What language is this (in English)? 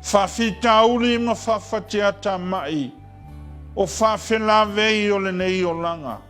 Samoan